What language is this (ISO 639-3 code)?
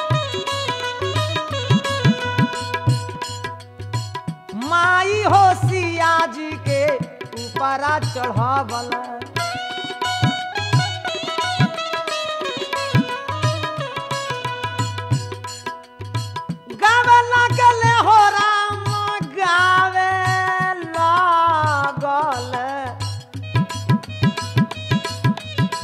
bho